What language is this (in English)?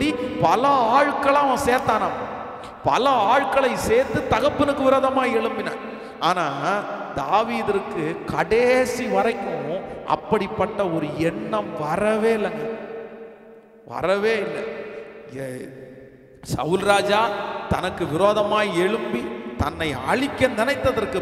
Tamil